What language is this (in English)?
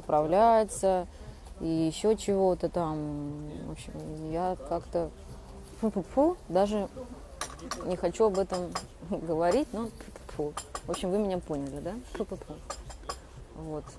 Russian